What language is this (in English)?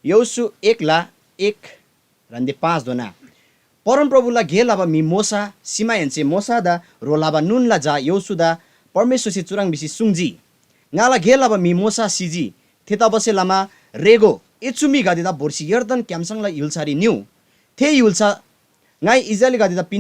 Eastern Tamang